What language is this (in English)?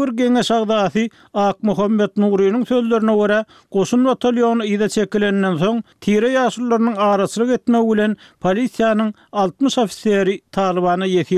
Turkmen